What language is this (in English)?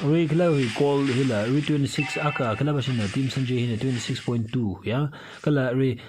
Tangkhul Naga (India)